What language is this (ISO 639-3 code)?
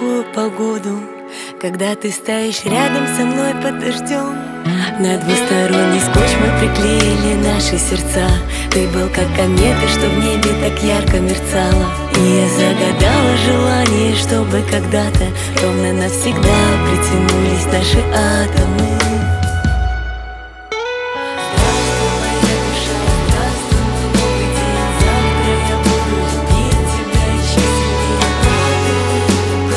rus